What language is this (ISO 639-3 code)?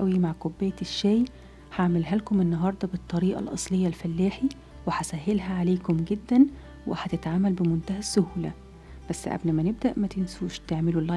arz